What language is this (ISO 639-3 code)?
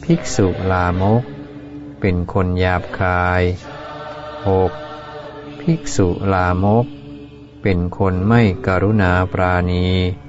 tha